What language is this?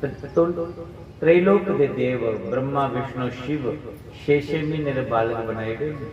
Dogri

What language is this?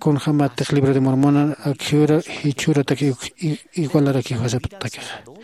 Aymara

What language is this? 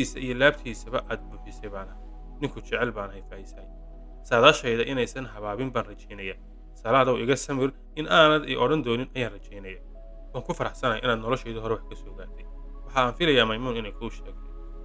Somali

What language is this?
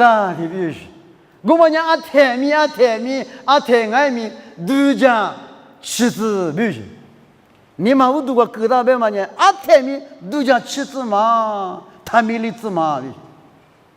Lisu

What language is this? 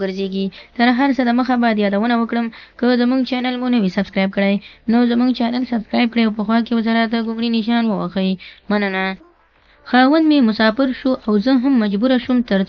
Pashto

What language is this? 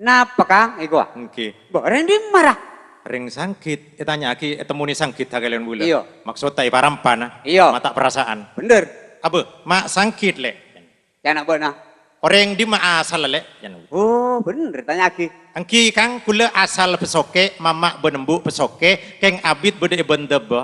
Madurese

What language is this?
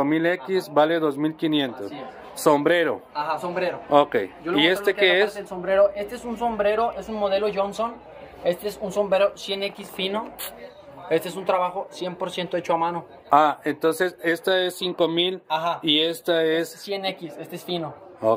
Spanish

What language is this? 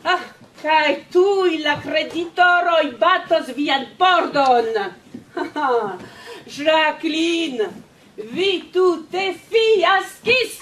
Esperanto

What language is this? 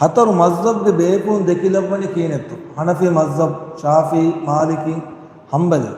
Divehi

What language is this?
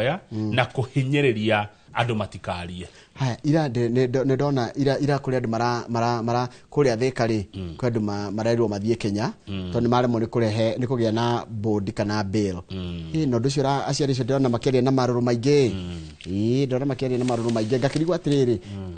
Kikuyu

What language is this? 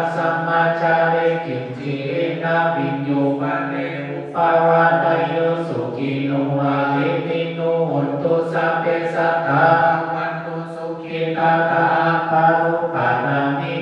Pali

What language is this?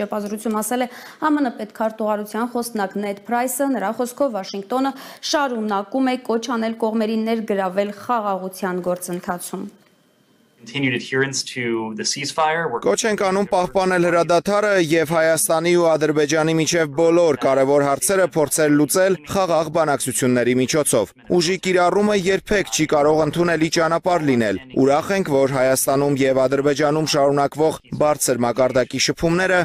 Armenian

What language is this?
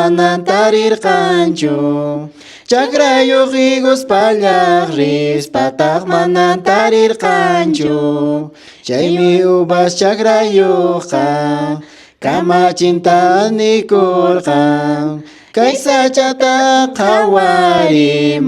Quechua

